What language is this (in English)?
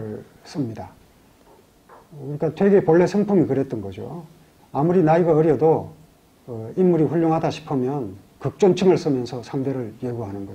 Korean